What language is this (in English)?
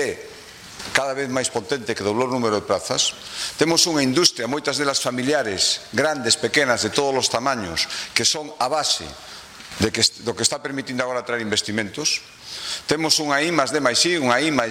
Galician